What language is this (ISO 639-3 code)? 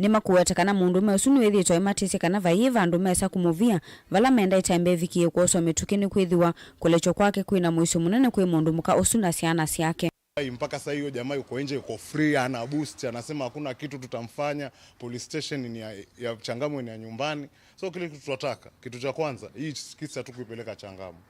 kam